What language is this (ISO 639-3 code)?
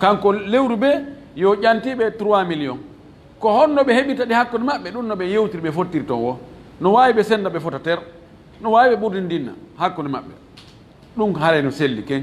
ful